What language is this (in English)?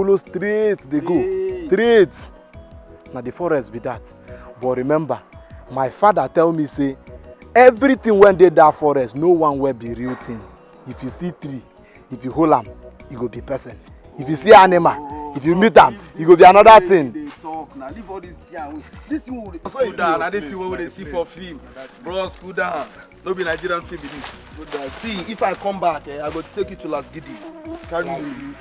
Nigerian Pidgin